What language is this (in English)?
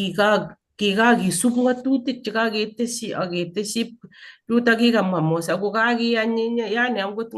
Kalenjin